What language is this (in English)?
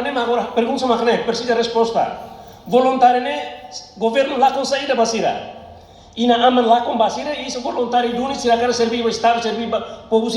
Tetum